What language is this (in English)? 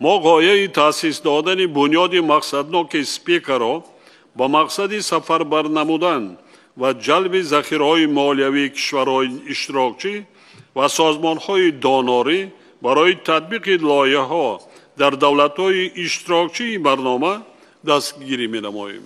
Tajik